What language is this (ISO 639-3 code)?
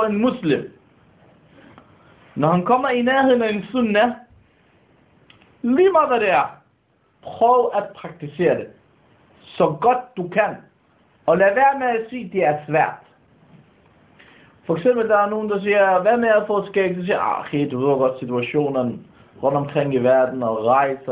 dan